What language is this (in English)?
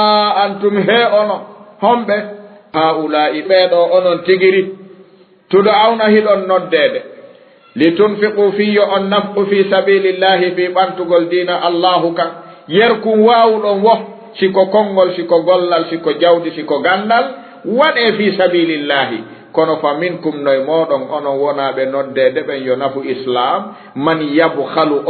Fula